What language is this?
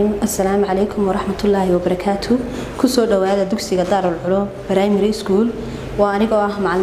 Somali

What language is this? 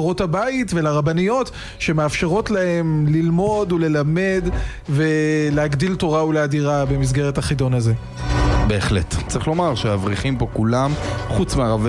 Hebrew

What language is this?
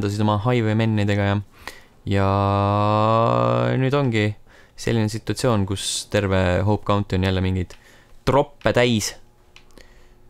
Estonian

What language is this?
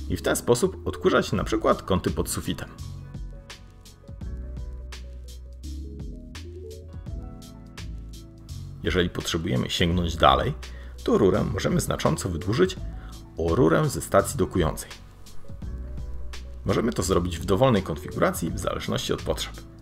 Polish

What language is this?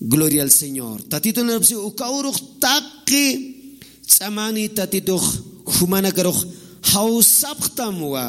Aymara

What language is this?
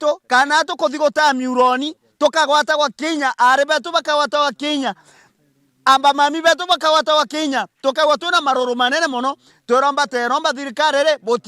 Meru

